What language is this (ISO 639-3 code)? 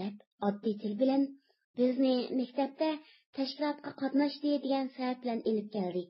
uig